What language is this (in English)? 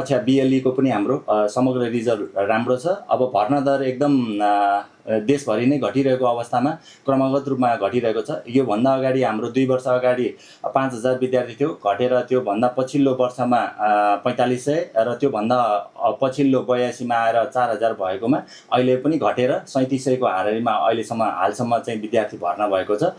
Nepali